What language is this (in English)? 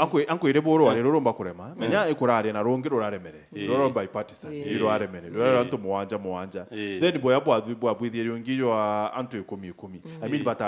Meru